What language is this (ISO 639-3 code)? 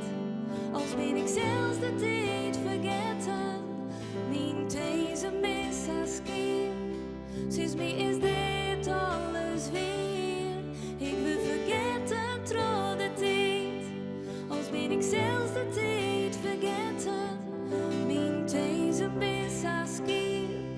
fry